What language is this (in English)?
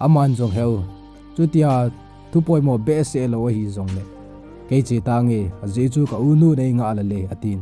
Thado Chin